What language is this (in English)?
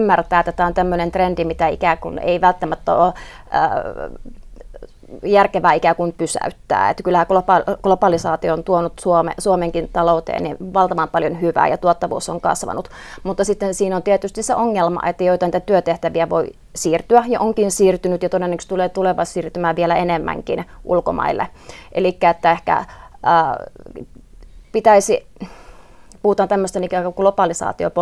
Finnish